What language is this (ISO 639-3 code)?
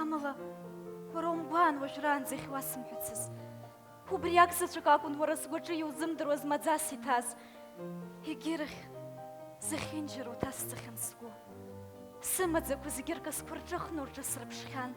abk